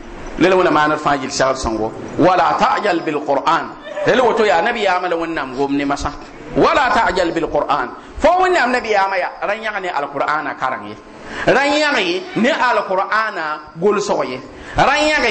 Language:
Mossi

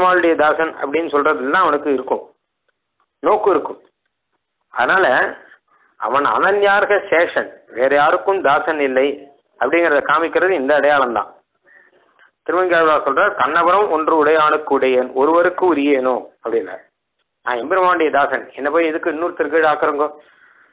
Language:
Tamil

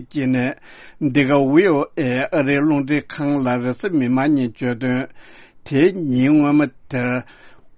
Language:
Tibetan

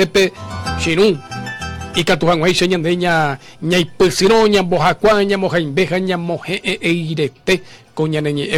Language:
Guarani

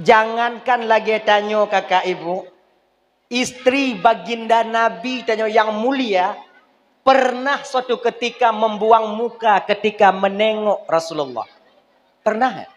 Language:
Achinese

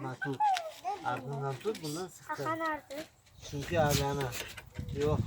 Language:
Crimean Tatar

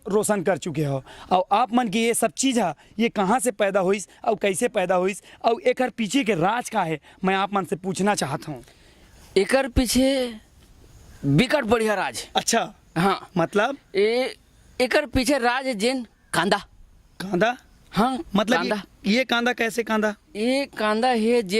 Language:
Chhattisgarhi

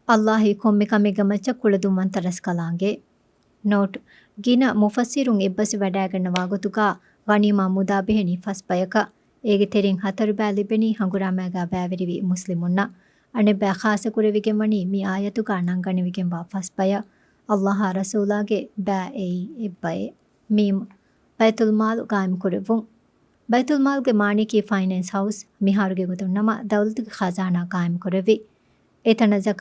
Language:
Divehi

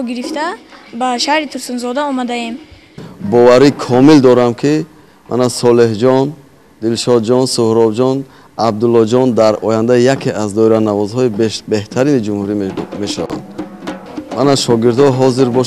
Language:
Tajik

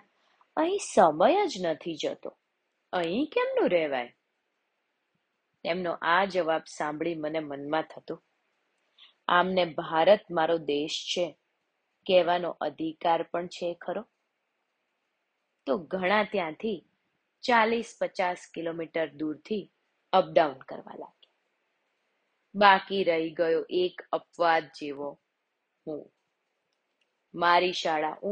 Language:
Gujarati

